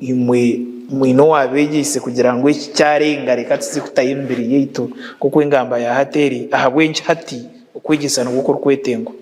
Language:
Nyankole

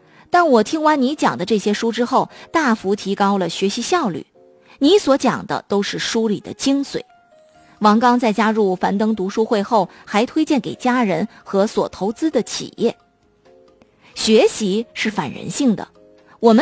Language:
Chinese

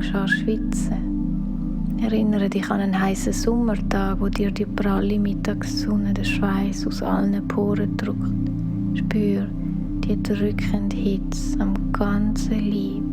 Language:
Swiss German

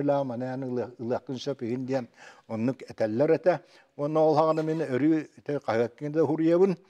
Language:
Yakut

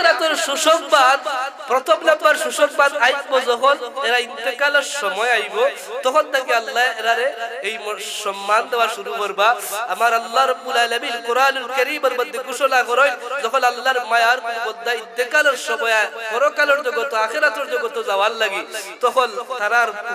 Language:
Sylheti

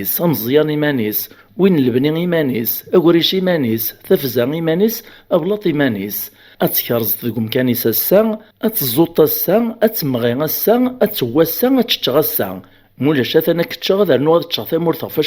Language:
Kabyle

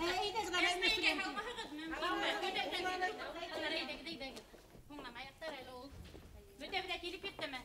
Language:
Bashkir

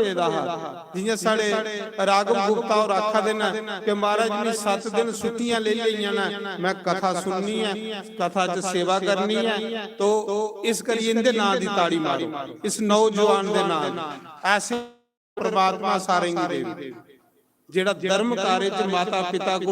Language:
Dogri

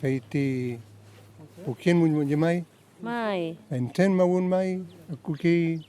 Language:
Mapuche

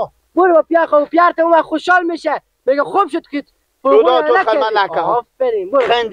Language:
Persian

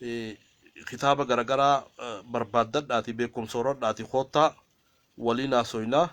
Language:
Oromo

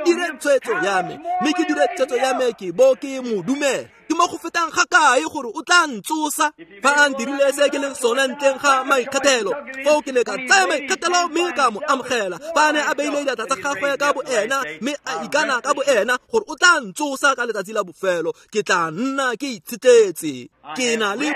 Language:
Tswana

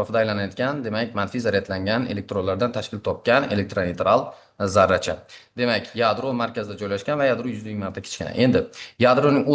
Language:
Uzbek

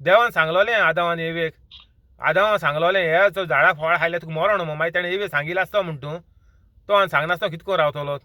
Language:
Konkani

